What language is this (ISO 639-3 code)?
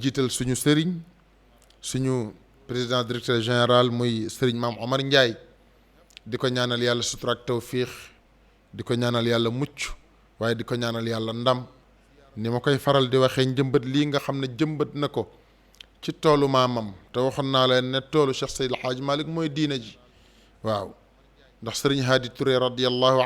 wol